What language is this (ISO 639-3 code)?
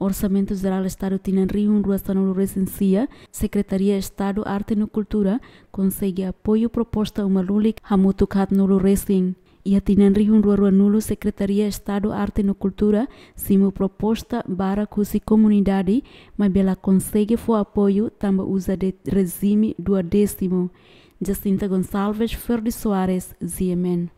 tet